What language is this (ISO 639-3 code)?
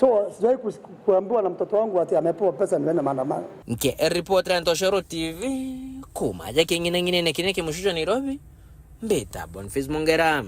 mer